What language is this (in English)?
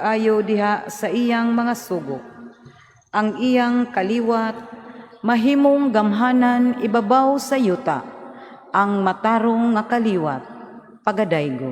Cebuano